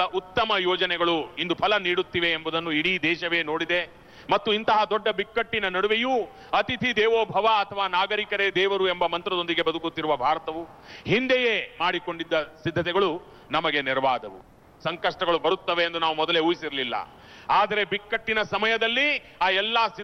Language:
Kannada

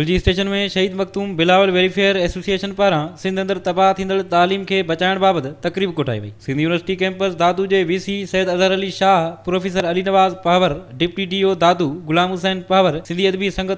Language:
Sindhi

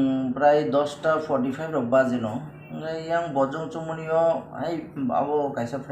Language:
Kok Borok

